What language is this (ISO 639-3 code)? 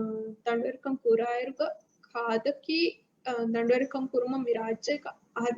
div